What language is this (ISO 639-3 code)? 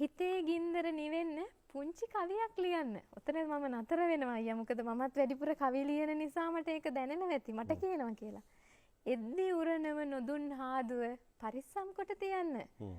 sin